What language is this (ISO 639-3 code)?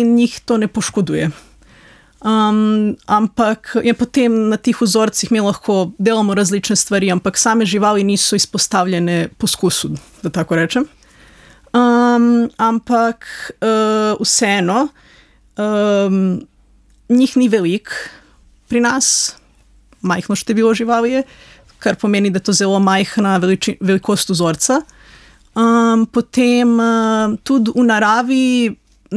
slv